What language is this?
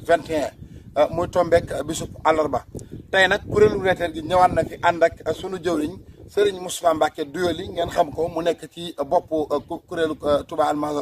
Wolof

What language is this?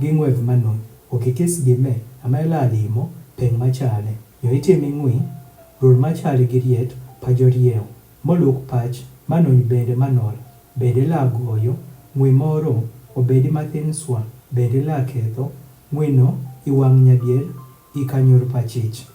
Adhola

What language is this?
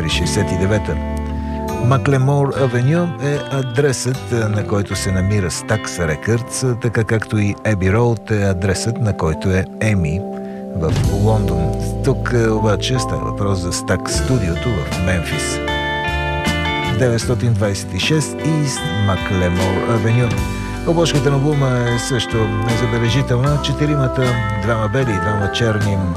Bulgarian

